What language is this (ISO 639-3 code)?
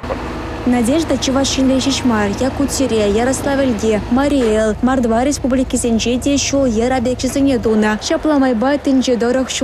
chv